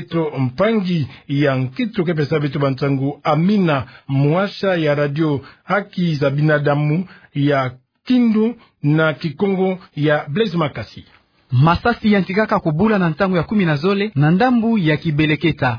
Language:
Kituba (Democratic Republic of Congo)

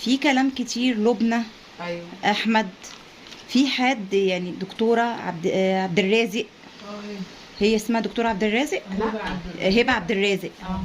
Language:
Egyptian Arabic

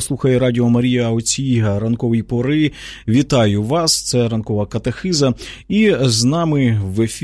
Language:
Ukrainian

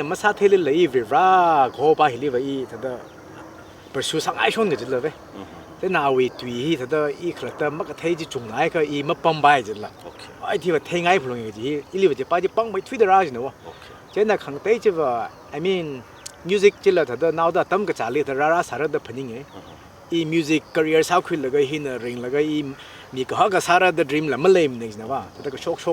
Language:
Tangkhul Naga (India)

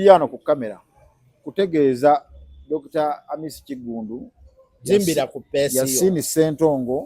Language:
Ganda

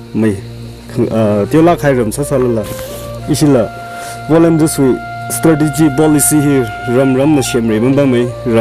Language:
Tangkhul Naga (India)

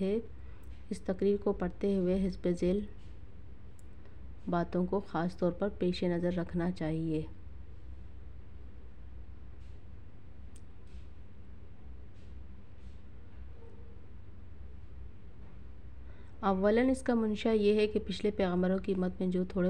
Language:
Urdu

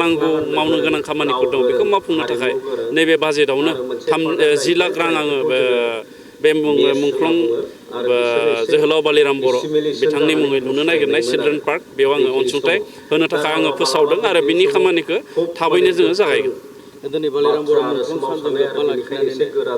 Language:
Bodo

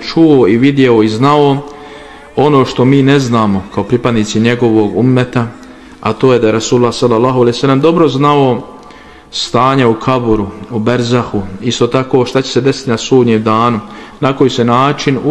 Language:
Bosnian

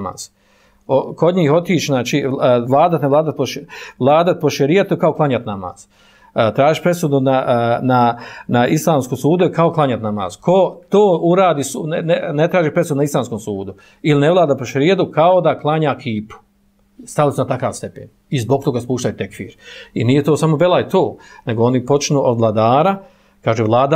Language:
Bosnian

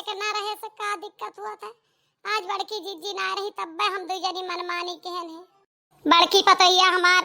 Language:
Awadhi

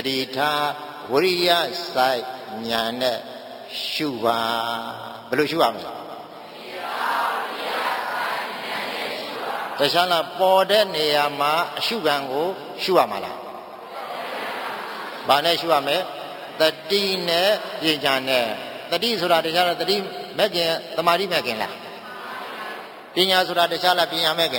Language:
Burmese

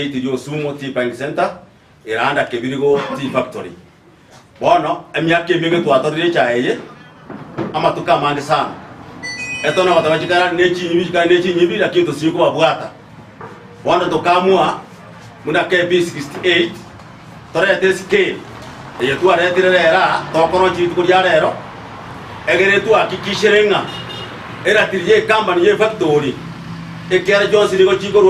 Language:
Gusii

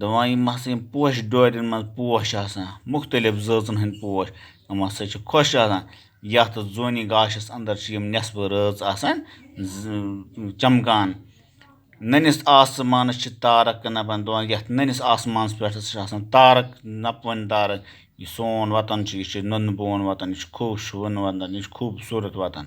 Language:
Kashmiri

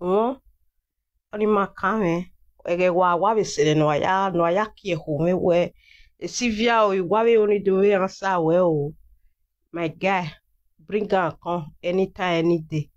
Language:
Nigerian Pidgin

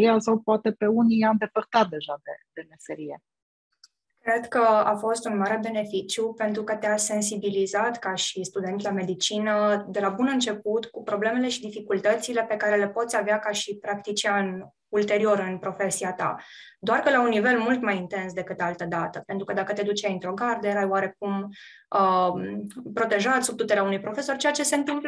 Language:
Romanian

